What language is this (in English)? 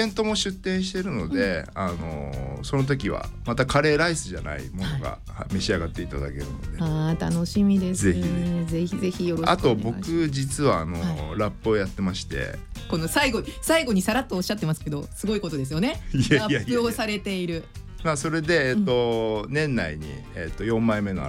Japanese